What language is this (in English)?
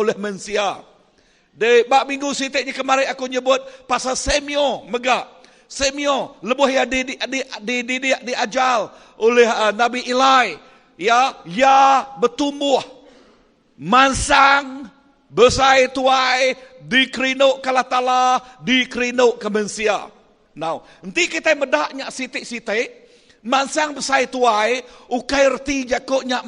Iban